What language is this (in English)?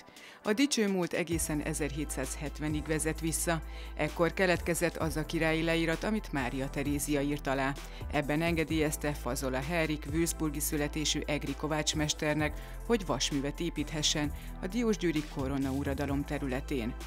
Hungarian